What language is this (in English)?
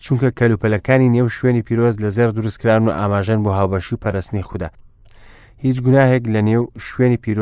Central Kurdish